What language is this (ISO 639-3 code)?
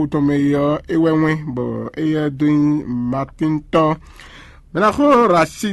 fon